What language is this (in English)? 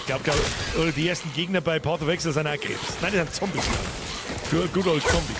Bavarian